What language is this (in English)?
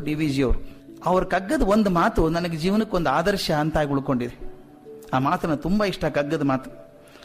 Kannada